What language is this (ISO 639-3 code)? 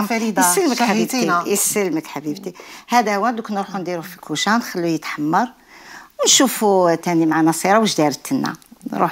arq